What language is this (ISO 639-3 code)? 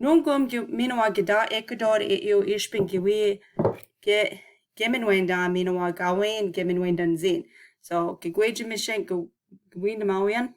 ciw